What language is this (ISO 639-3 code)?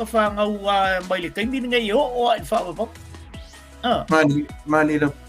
smo